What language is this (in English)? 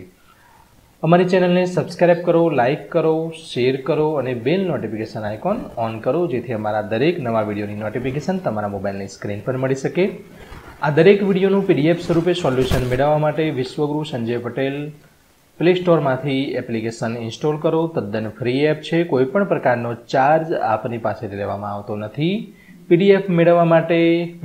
Gujarati